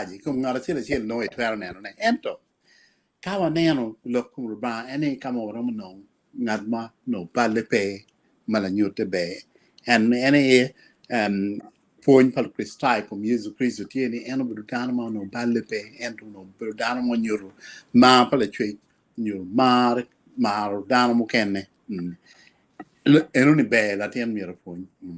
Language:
Acoli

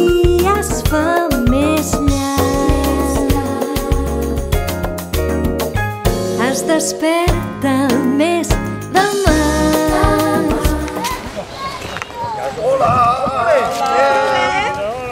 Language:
Catalan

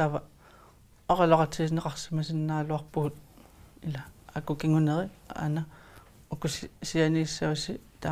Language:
Kalaallisut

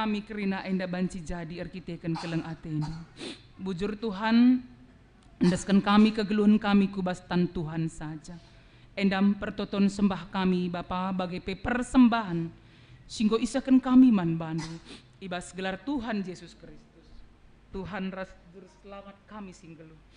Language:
Batak Karo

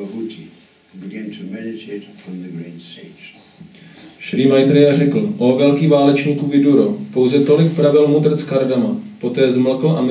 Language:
Czech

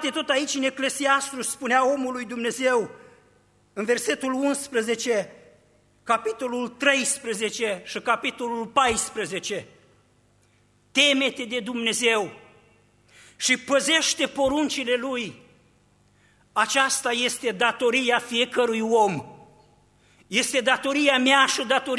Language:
Romanian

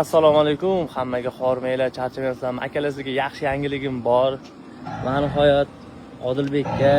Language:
Uzbek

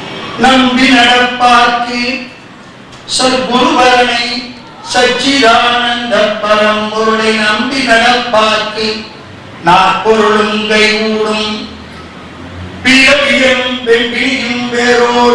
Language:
Tamil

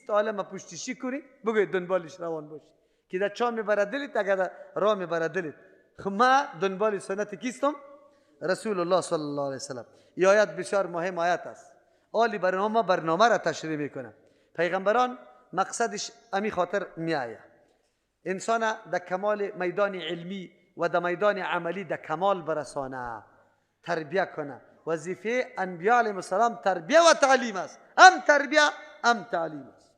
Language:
Persian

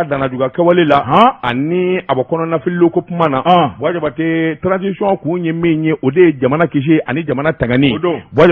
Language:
Bambara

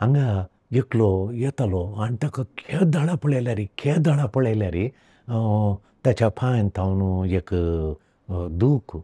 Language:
Konkani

